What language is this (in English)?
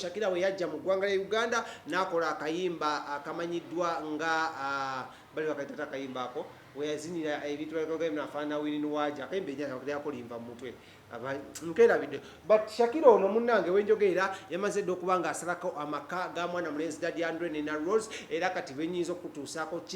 Ganda